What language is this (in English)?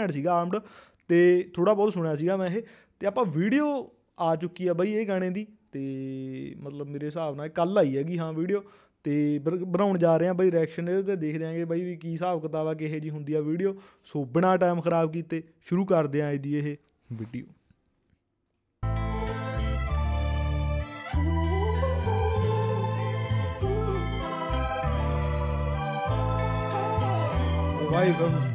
Punjabi